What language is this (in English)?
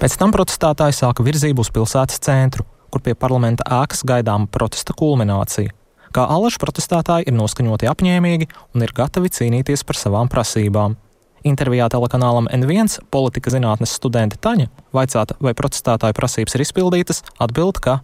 Latvian